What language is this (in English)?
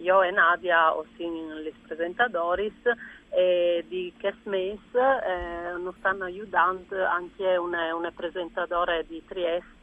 Friulian